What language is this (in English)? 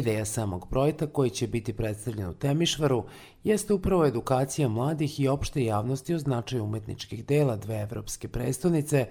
Serbian